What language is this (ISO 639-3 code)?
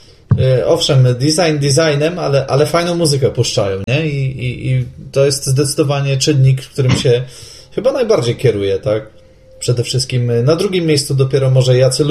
pol